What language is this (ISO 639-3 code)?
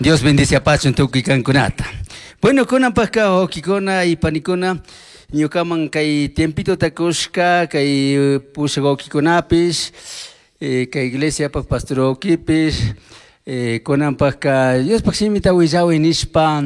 qug